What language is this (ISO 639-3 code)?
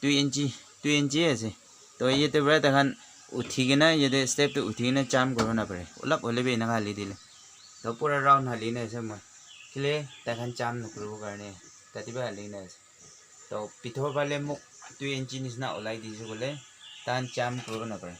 nag